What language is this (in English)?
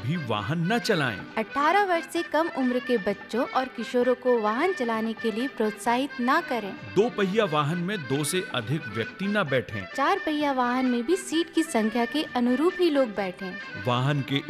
Hindi